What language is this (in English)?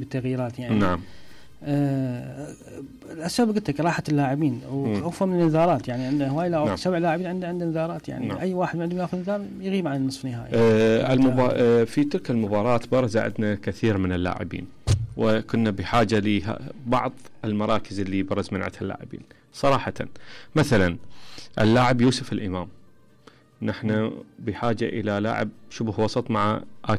Mesopotamian Arabic